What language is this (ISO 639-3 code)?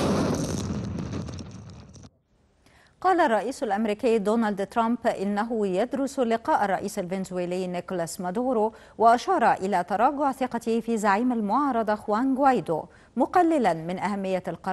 ara